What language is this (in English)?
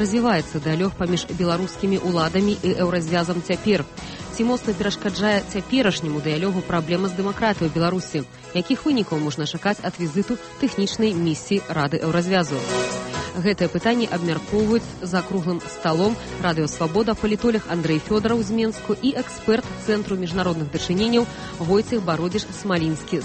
Belarusian